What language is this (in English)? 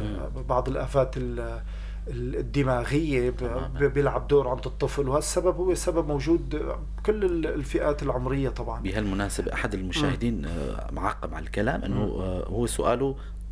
North Levantine Arabic